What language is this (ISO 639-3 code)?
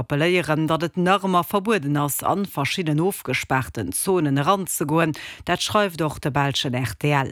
ltz